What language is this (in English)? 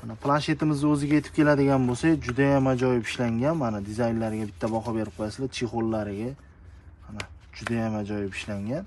Uzbek